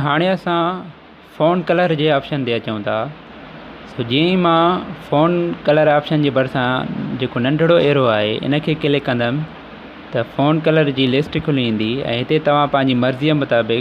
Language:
Sindhi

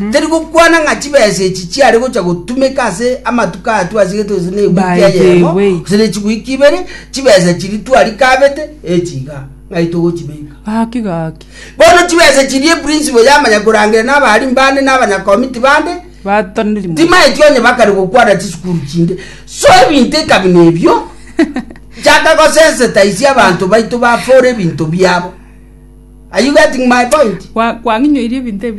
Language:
Gusii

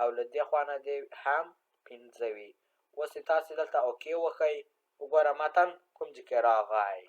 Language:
Pashto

